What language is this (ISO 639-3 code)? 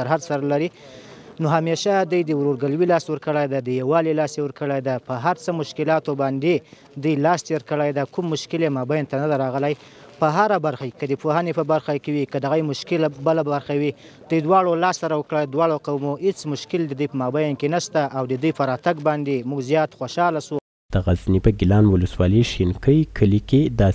pus